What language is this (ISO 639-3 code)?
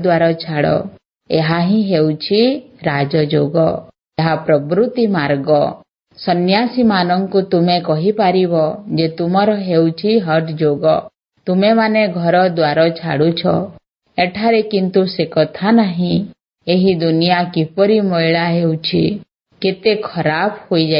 ori